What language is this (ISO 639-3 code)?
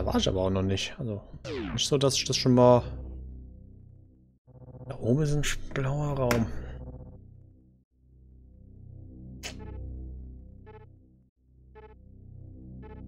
deu